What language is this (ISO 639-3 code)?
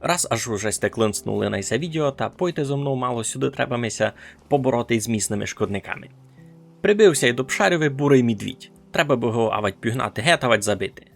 rue